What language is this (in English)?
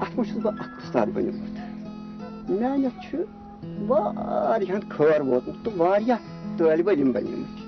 Kashmiri